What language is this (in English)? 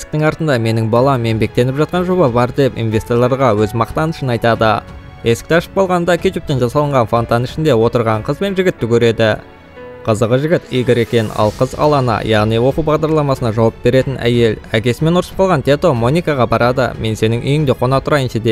Kazakh